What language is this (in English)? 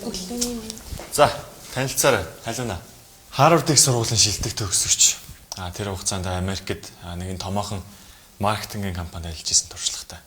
Mongolian